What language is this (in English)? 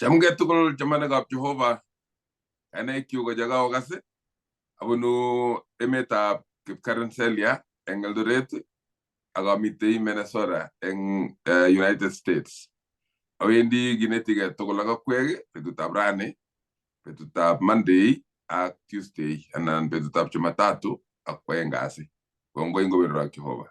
Kalenjin